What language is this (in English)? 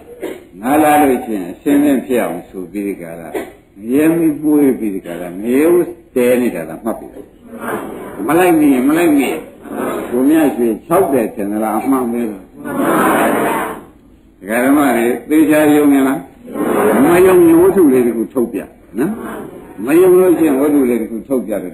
Burmese